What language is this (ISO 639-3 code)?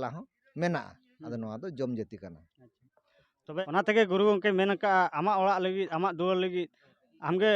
sat